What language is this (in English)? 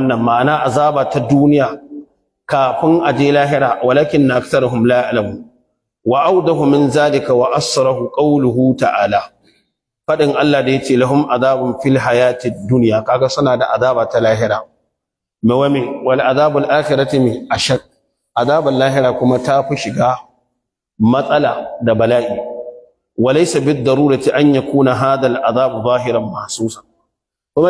Hausa